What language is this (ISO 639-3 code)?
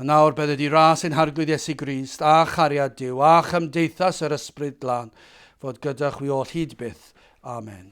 cym